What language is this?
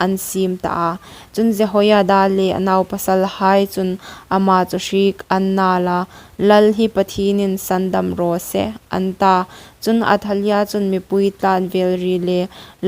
Hmar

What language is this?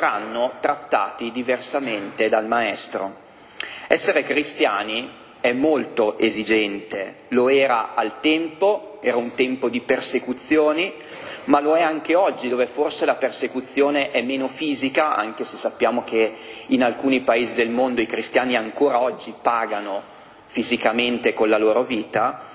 Italian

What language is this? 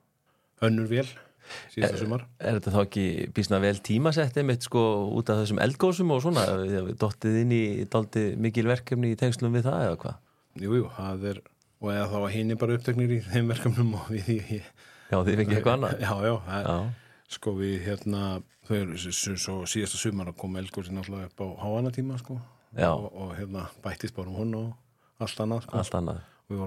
Icelandic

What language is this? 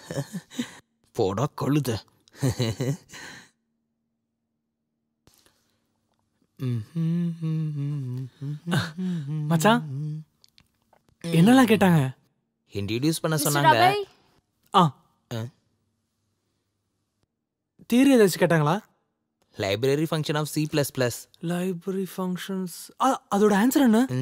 Tamil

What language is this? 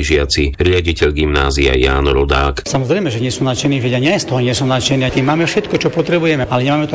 Slovak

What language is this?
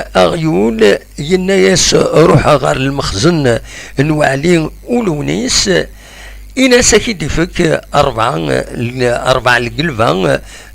Kabyle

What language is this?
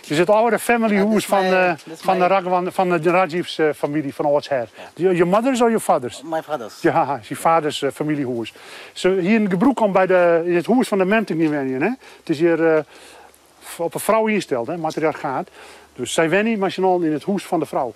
Western Frisian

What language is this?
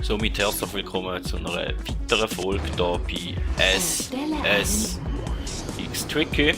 Swiss German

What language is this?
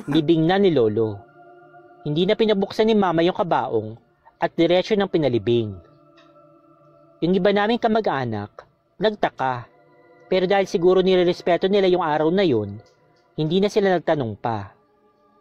Filipino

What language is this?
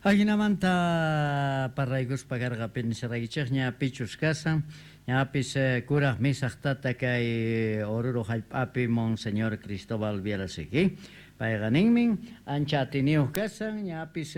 Quechua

